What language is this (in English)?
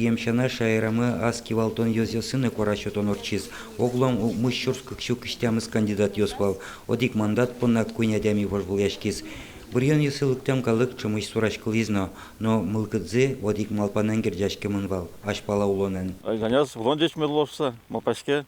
Udmurt